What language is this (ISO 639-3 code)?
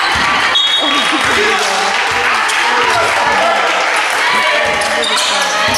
slv